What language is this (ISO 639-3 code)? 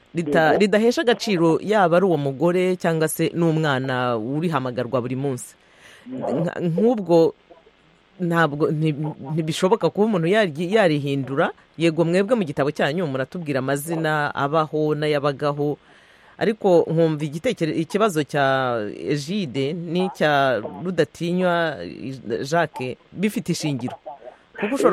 kin